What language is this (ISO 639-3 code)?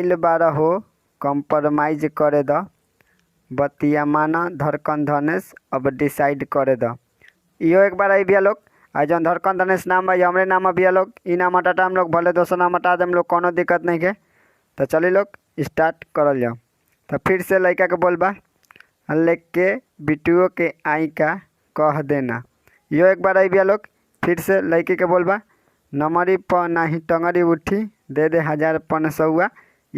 bho